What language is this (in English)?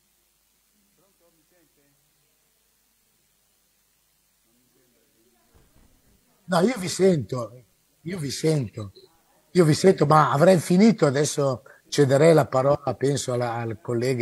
Italian